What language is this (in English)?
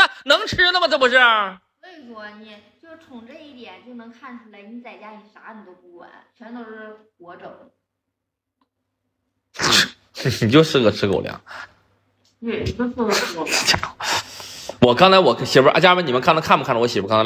Chinese